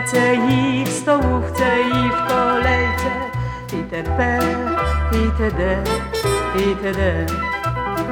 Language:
Polish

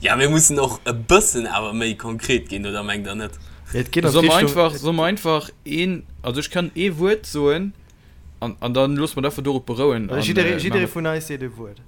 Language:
Luxembourgish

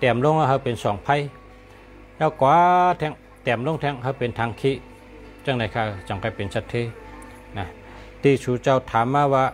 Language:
Shan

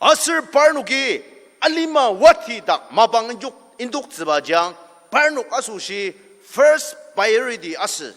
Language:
Ao Naga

